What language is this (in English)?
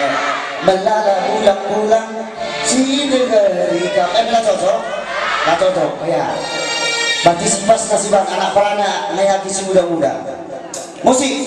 Batak Karo